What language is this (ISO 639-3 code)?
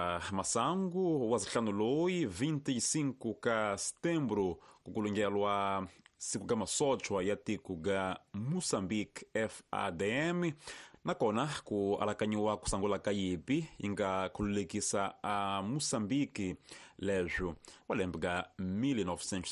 tso